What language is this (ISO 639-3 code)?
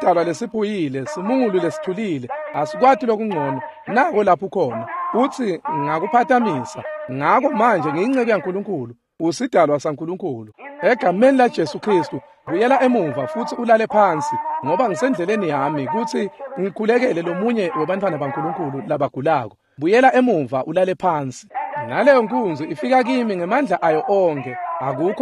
ssw